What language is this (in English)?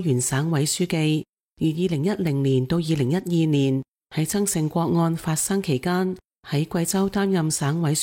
Cantonese